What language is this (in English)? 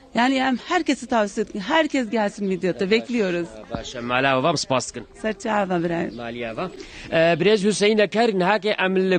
Kurdish